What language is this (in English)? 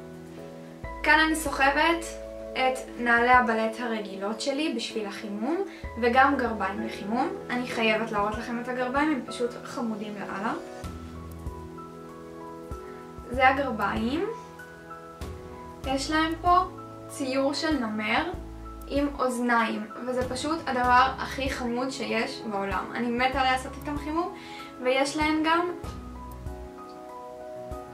Hebrew